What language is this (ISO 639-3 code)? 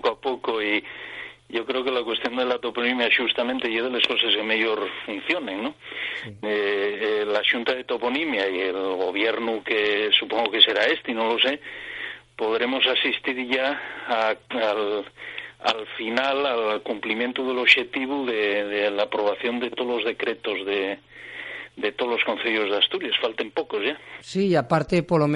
ast